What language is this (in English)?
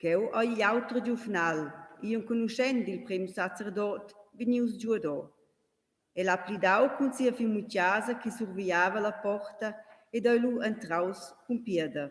Romansh